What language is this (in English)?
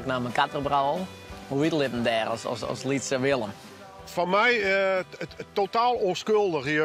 Western Frisian